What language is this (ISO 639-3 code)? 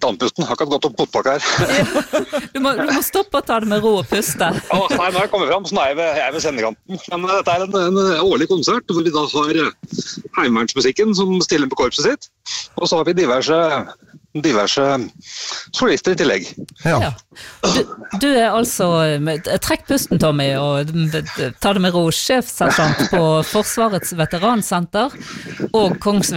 nor